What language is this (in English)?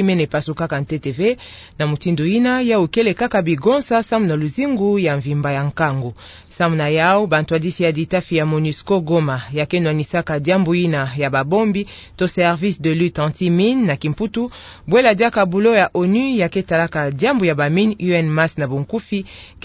Kituba (Democratic Republic of Congo)